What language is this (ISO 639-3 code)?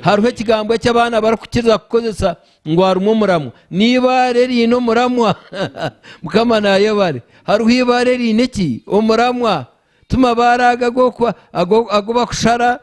nyn